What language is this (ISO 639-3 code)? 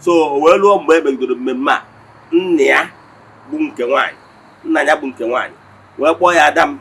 ibo